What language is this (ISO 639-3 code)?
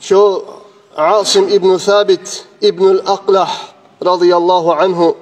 kum